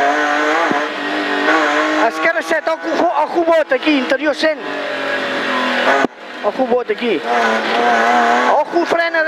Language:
Catalan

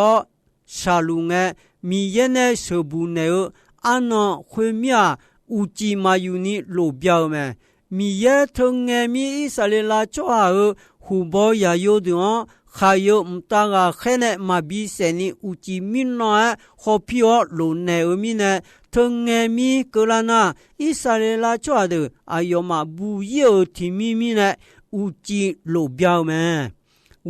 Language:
Akha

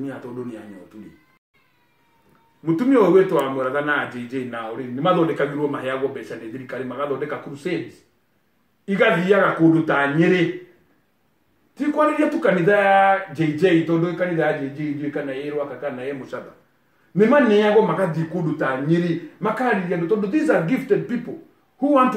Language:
Kikuyu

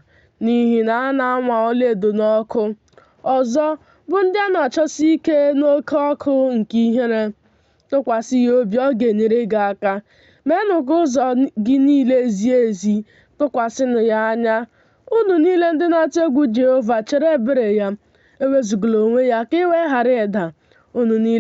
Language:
Igbo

